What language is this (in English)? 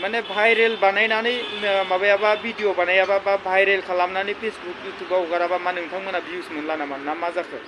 Bodo